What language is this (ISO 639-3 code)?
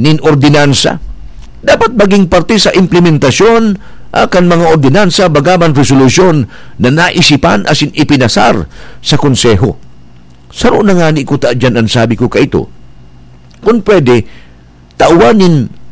bik